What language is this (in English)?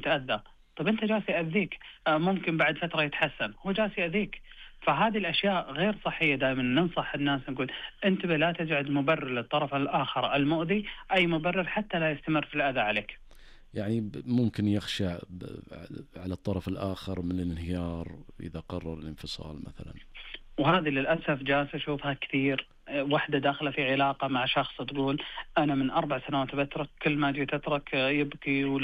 Najdi Arabic